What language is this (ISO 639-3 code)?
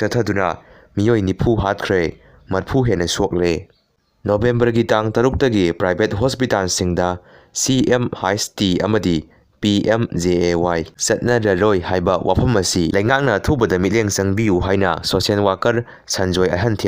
mni